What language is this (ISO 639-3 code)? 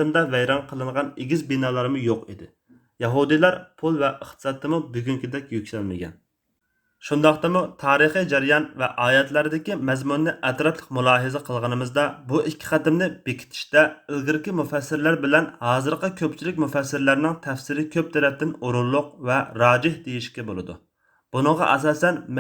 uig